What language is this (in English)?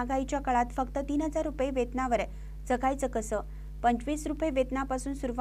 Marathi